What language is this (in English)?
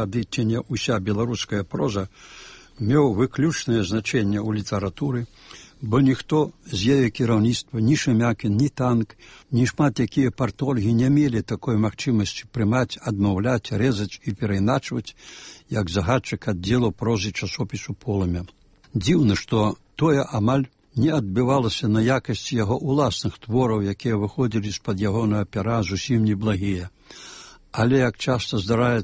Belarusian